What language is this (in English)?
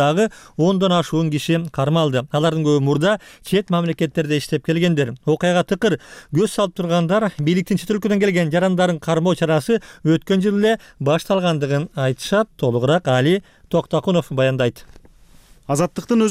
Kyrgyz